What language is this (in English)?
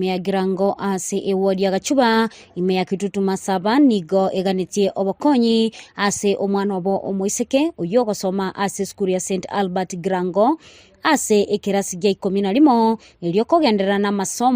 Gusii